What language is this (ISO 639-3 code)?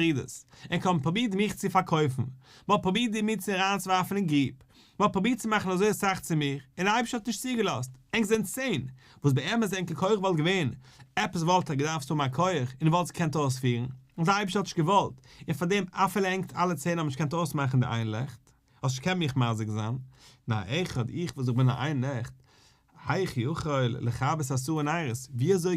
yid